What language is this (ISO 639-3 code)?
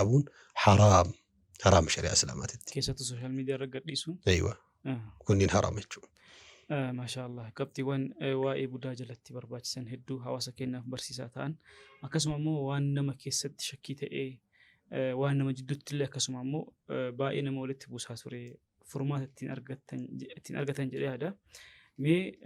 orm